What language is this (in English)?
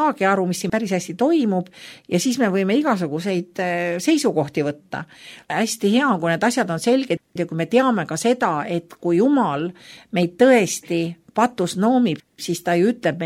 Estonian